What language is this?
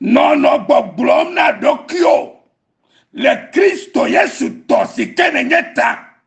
Ewe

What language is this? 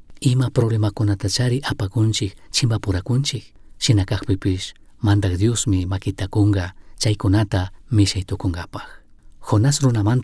Chimborazo Highland Quichua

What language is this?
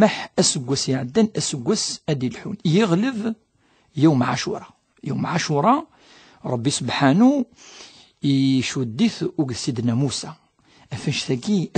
Kabyle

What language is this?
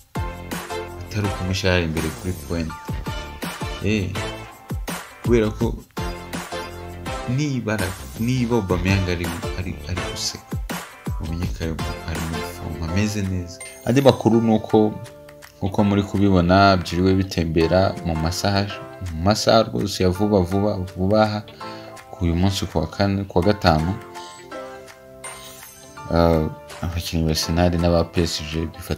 Kinyarwanda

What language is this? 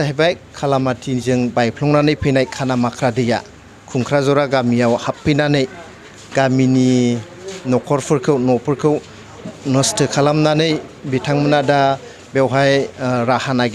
Bodo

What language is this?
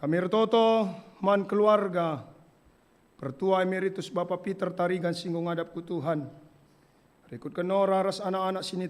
Batak Karo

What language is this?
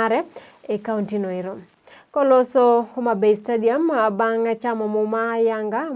Luo (Kenya and Tanzania)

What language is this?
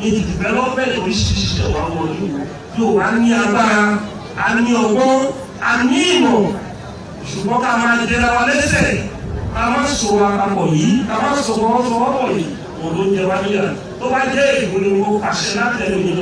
Yoruba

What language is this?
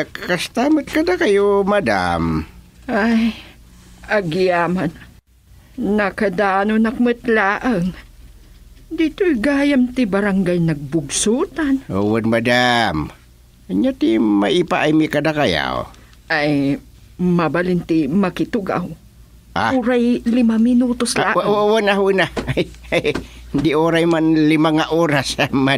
Iloko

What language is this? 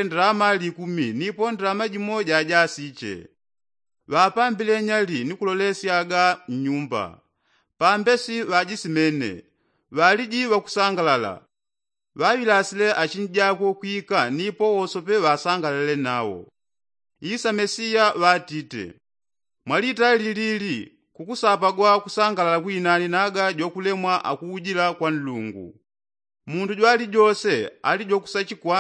Yao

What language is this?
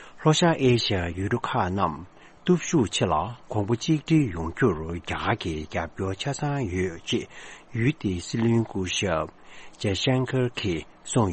Tibetan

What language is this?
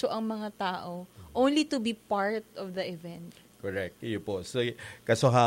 Bikol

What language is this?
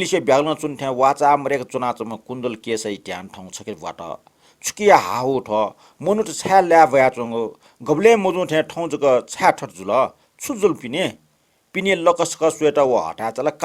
Newari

